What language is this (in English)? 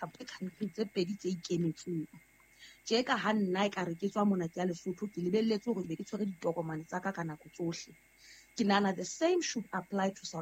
Southern Sotho